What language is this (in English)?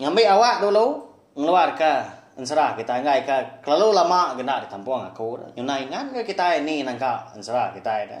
Iban